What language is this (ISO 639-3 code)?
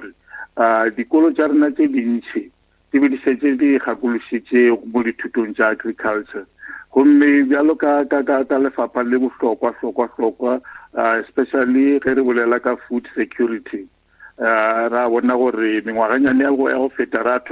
nso